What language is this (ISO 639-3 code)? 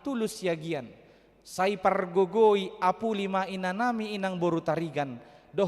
bbc